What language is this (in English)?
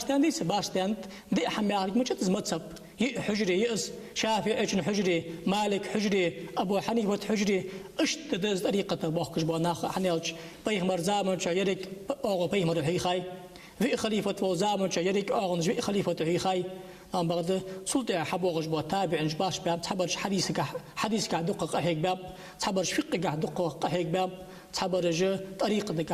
Ingush